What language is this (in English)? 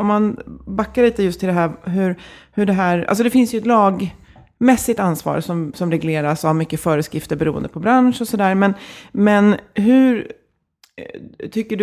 Swedish